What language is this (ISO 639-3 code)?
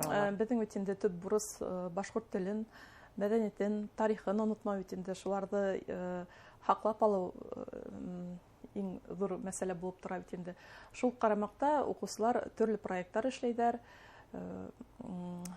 bak